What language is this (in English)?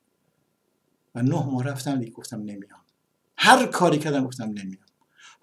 Persian